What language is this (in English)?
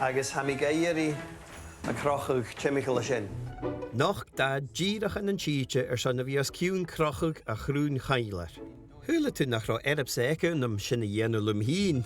Scottish Gaelic